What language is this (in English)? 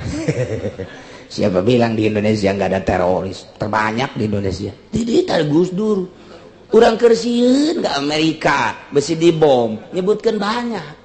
Sundanese